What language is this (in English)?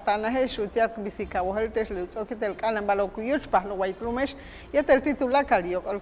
Yucateco